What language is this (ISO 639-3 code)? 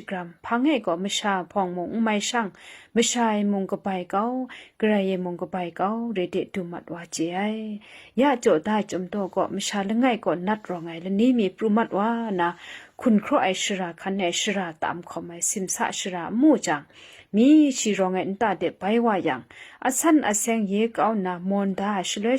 kac